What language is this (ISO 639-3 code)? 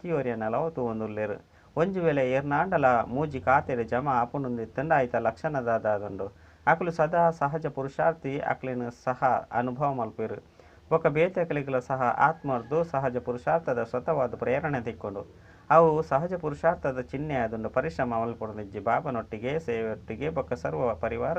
tcy